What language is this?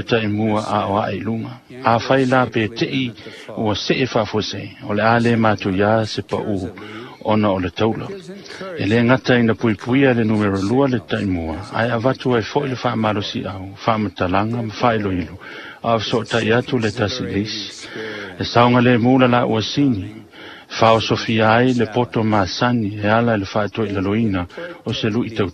Samoan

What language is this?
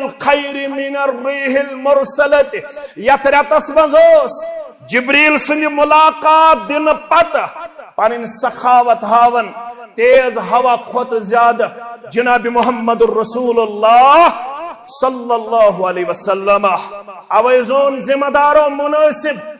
Kashmiri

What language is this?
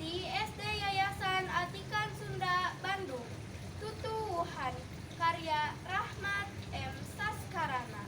Sundanese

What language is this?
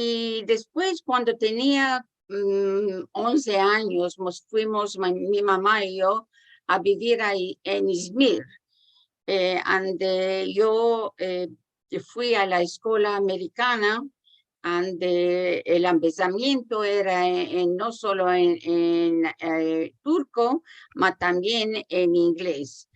Ladino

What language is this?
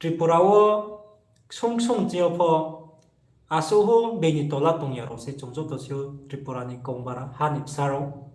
Riang (India)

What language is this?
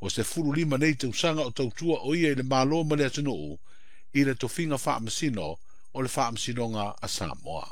Samoan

